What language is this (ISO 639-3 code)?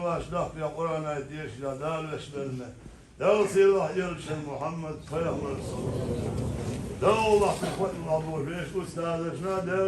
che